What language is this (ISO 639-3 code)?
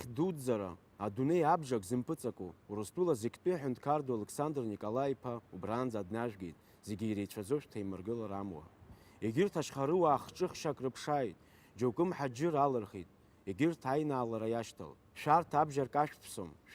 abk